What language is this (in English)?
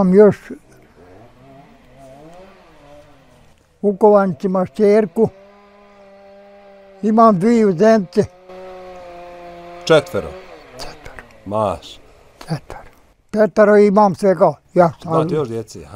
Bosnian